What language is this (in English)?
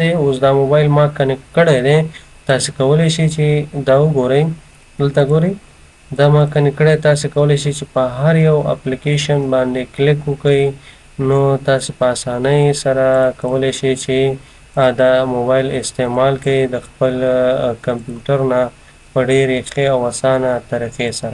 Pashto